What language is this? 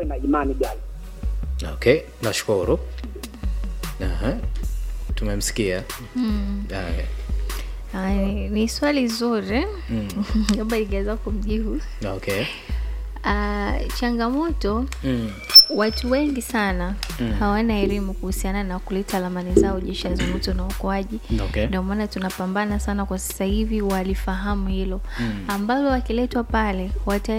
Swahili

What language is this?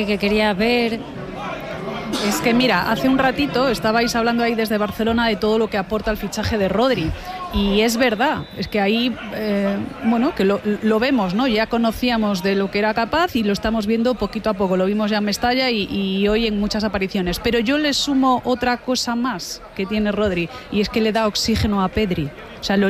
Spanish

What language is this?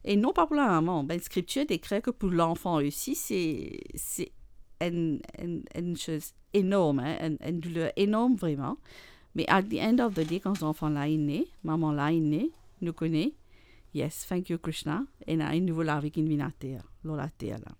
Morisyen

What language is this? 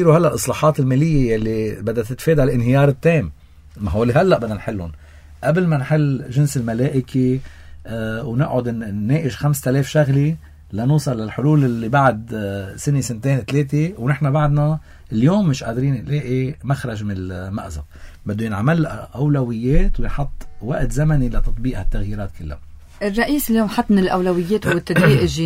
North Levantine Arabic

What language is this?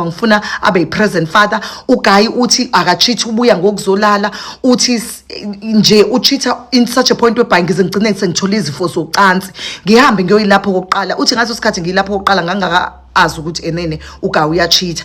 Zulu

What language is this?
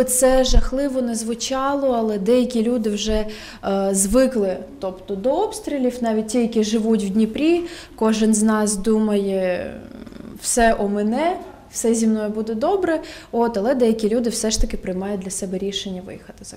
Ukrainian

